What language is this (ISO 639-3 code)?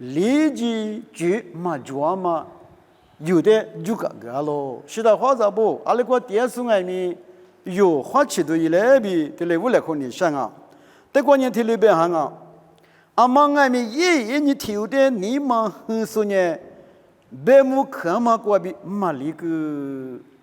lis